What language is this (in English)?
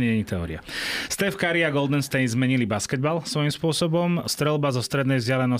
Slovak